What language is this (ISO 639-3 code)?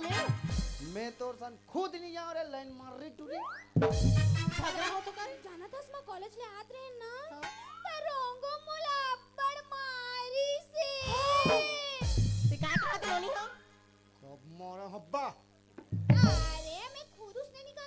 hne